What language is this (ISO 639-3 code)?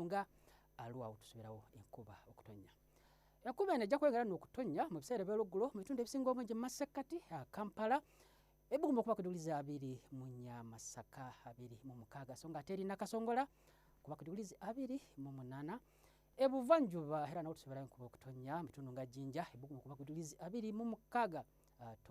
lug